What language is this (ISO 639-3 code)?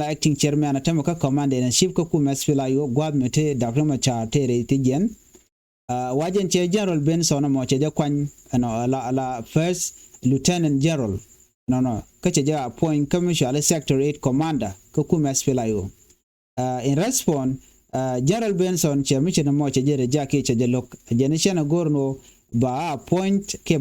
nus